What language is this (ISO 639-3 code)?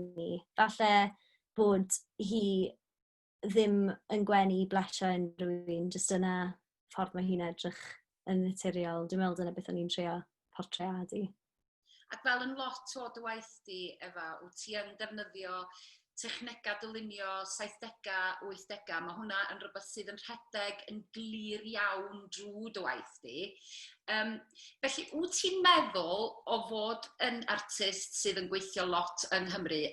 cym